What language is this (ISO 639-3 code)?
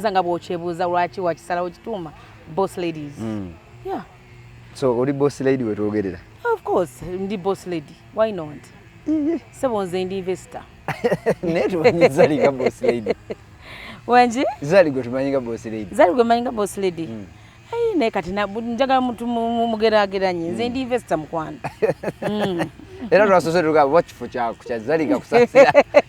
lug